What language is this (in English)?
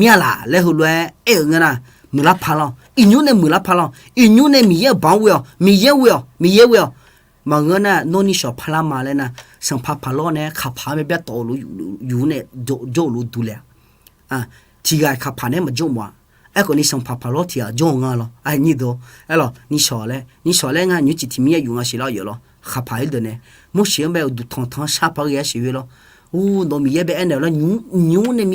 Akha